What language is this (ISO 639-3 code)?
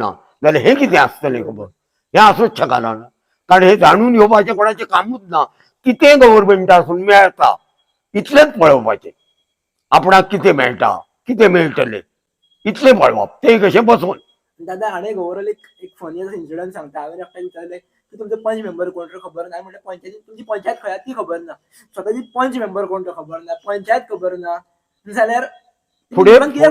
kok